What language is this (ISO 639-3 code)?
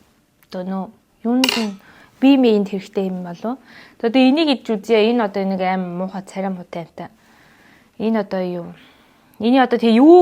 mon